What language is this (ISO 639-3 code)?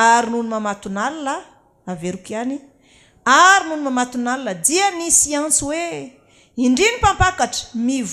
mlg